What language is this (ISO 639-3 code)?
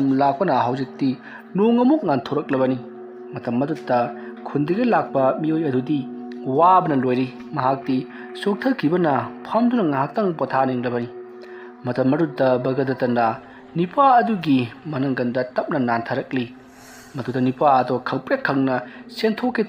mni